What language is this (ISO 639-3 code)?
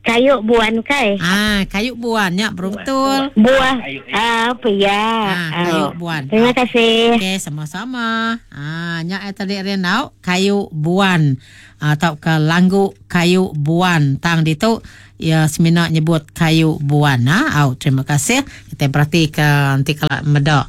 iba